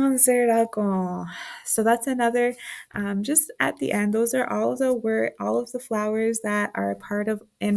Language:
Mohawk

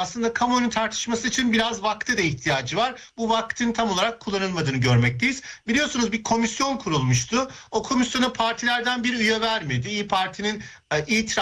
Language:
Turkish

